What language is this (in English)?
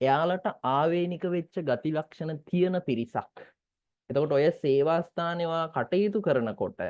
Sinhala